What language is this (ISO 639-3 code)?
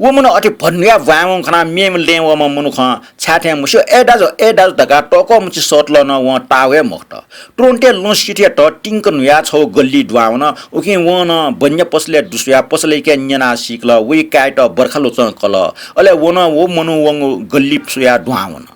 new